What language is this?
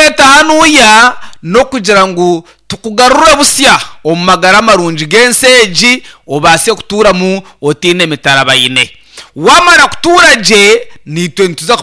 Nyankole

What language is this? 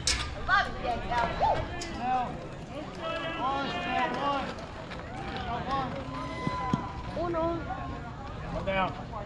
English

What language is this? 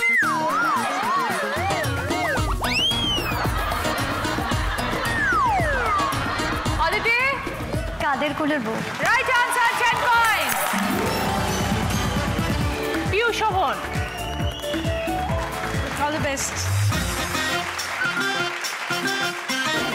Bangla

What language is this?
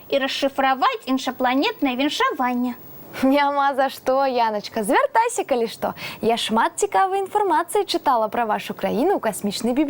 Belarusian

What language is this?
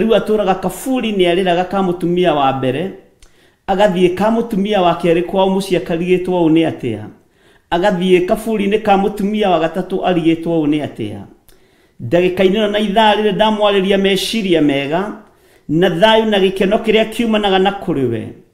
Kikuyu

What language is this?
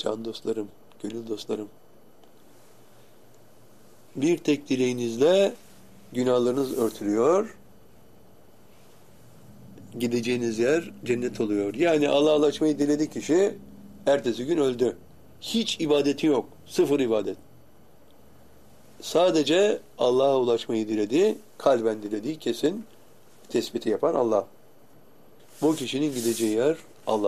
Turkish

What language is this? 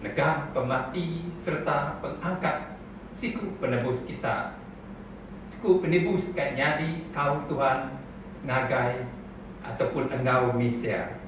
Iban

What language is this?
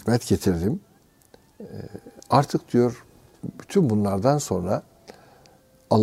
Turkish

